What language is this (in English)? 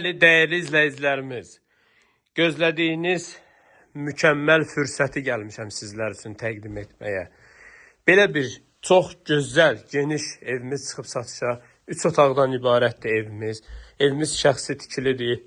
Azerbaijani